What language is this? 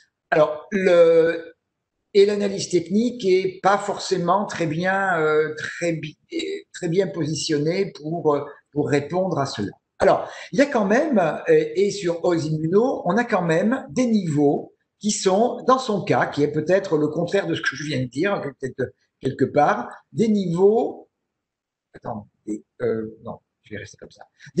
French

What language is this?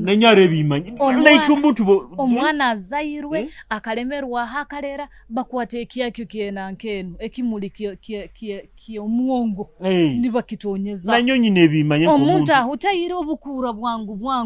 Nyoro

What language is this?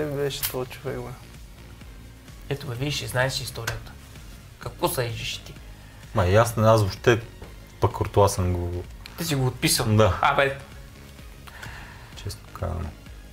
Bulgarian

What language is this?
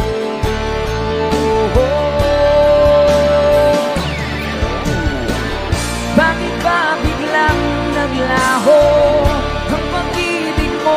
Filipino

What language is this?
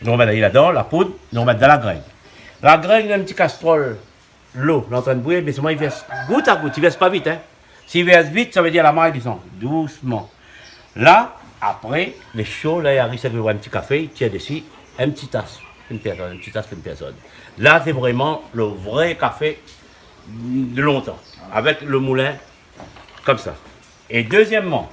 Réunion Creole French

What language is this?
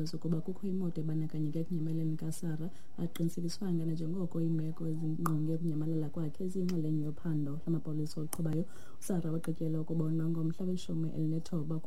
Xhosa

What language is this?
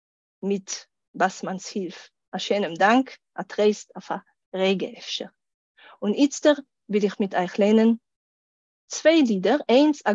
Yiddish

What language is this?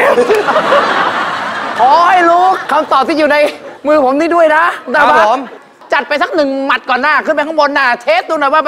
Thai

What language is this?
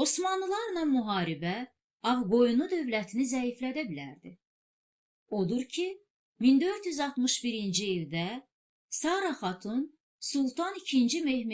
Azerbaijani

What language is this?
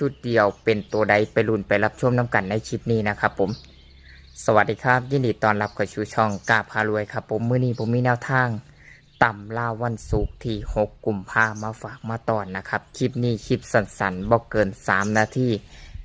Lao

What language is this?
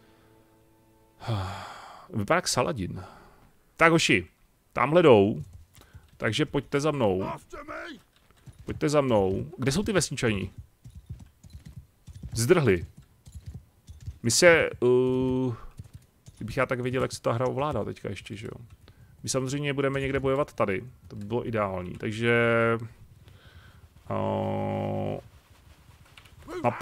Czech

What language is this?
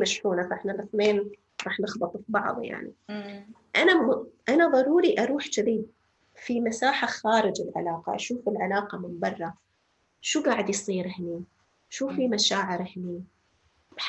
North Levantine Arabic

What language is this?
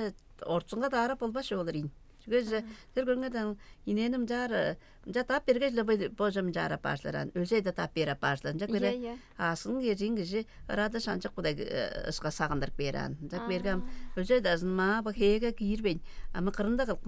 Tuvinian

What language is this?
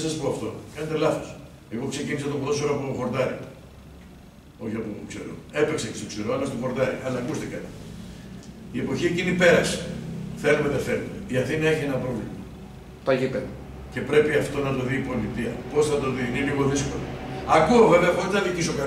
Greek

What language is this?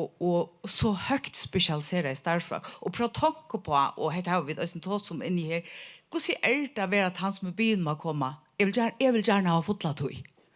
Faroese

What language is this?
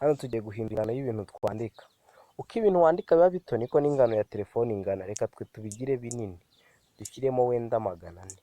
Kinyarwanda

